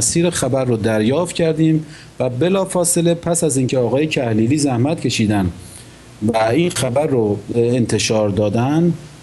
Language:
Persian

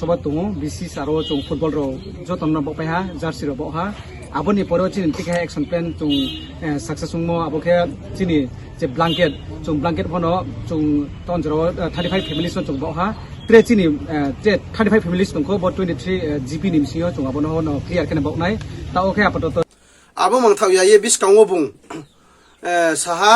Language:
Riang (India)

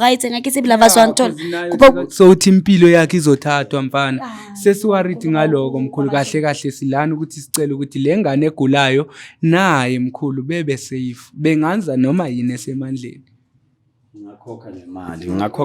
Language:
Zulu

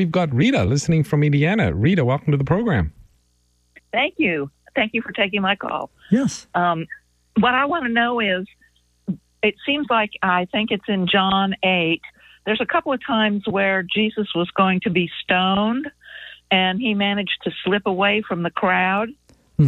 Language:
English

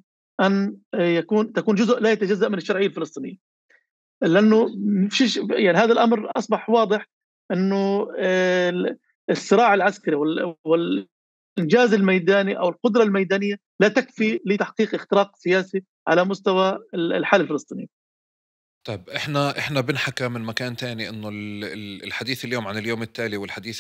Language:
North Levantine Arabic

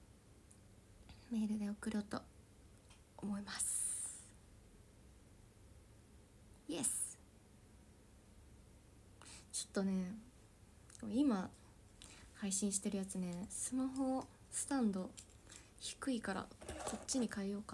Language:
Japanese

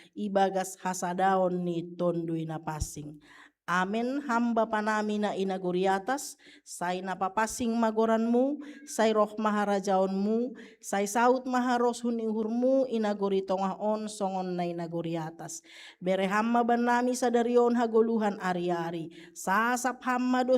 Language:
Batak Simalungun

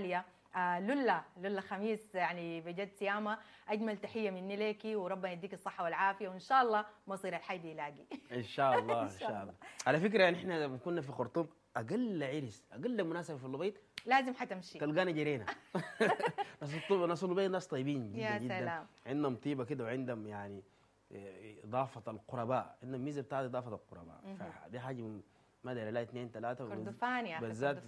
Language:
Sudanese Arabic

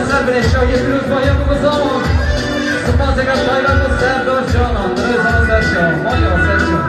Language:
Kurdish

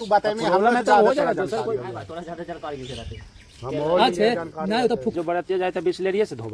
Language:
Magahi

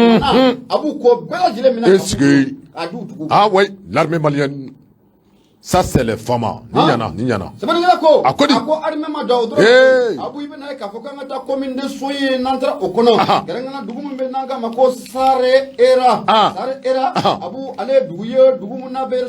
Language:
Bambara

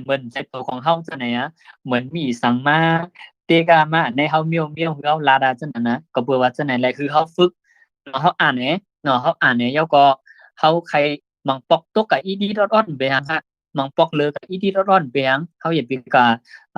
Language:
Shan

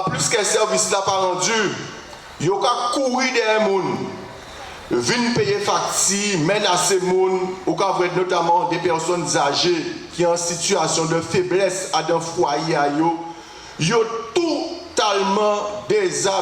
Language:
Guadeloupean Creole French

